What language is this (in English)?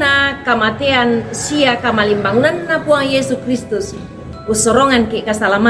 Toraja-Sa'dan